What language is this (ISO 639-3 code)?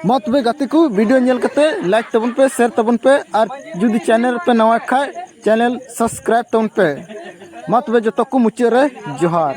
sat